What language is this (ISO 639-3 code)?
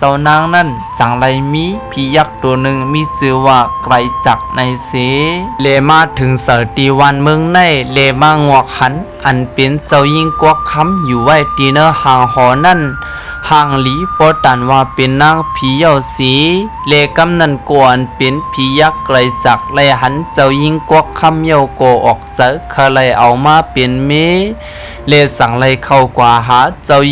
shn